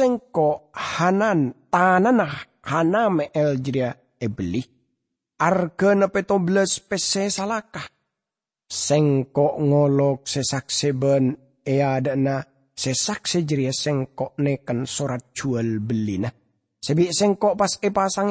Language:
Madurese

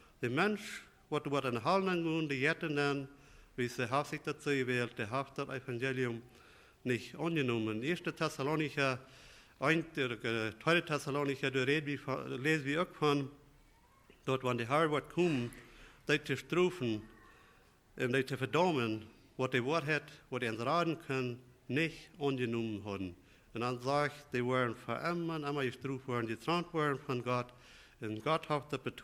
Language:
Plautdietsch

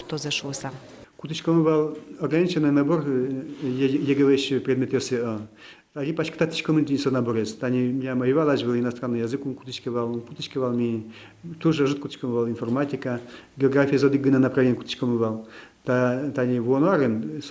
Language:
Udmurt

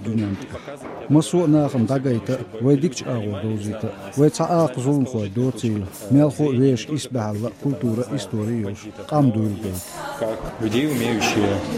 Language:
Chechen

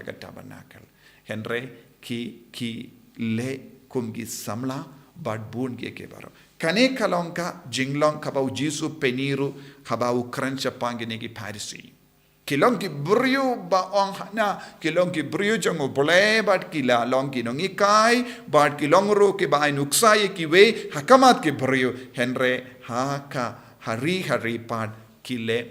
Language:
Khasi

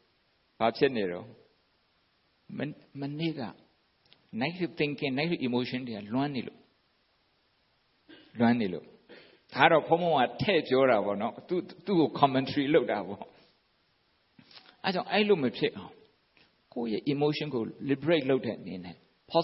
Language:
Burmese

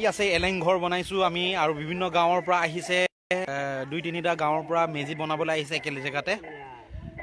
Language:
Assamese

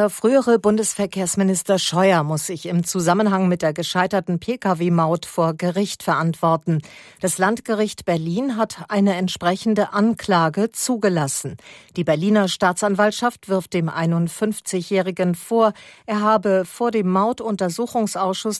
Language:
German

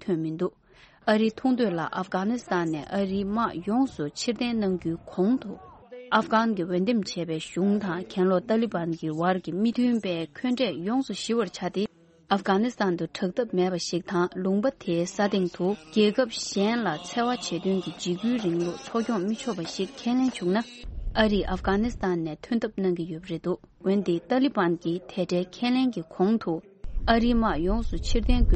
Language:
Tibetan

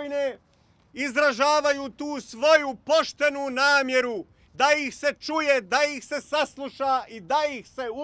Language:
Bosnian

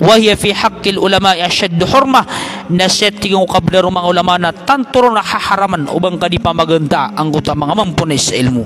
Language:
Maranao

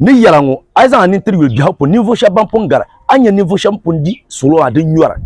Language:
Dagbani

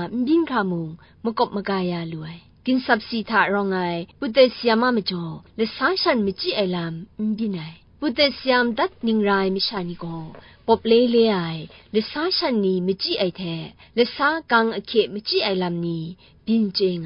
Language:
Kachin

